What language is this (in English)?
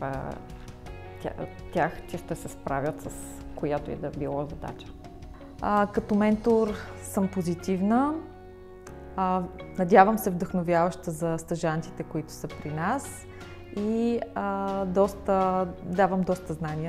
Bulgarian